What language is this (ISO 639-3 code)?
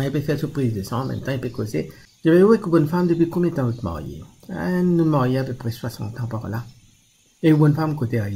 mfe